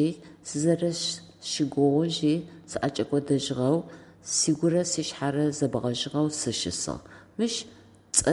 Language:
Adyghe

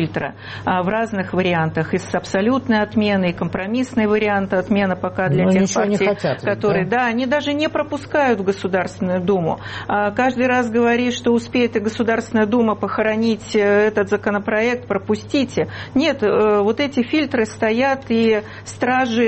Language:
Russian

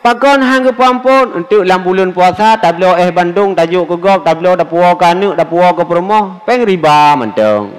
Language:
Achinese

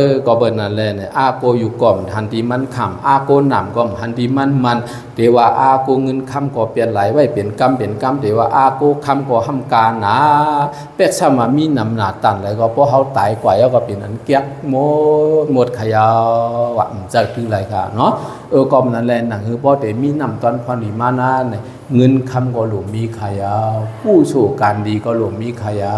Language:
Shan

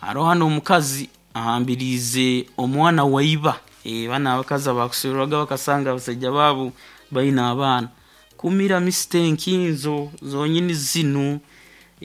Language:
Nyoro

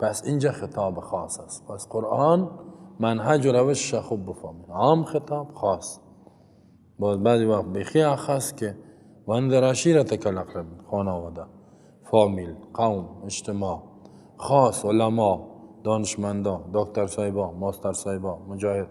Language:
Persian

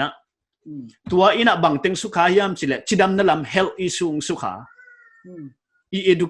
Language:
Paite Chin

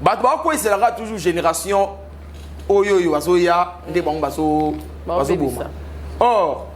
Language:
Lingala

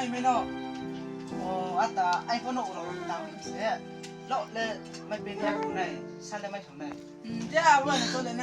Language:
Riang (India)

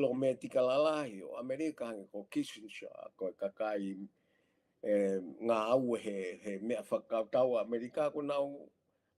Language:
Tongan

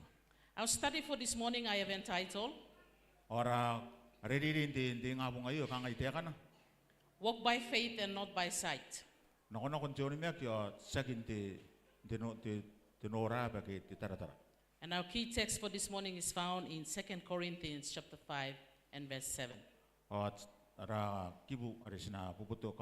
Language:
Gilbertese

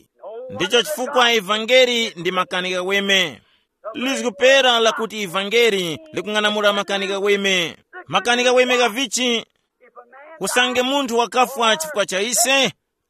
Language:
Tumbuka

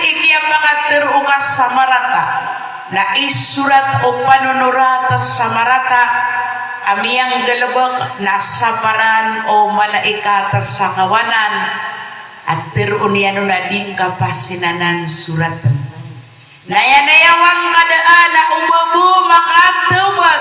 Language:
Maranao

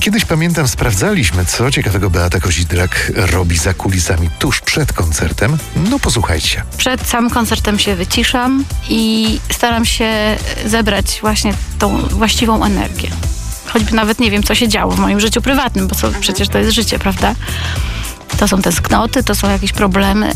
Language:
Polish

